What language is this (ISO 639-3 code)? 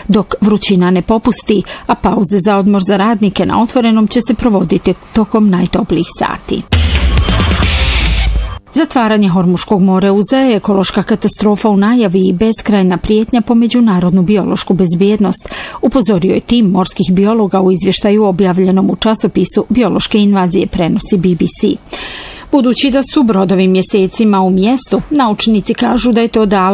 bos